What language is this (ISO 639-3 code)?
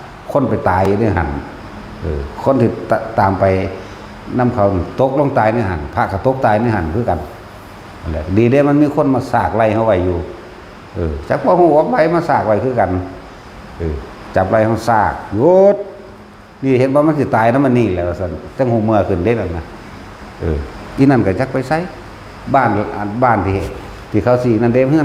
tts